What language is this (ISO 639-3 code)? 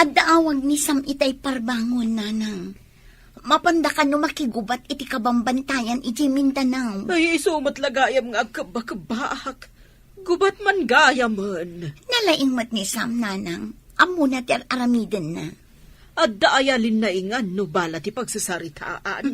ilo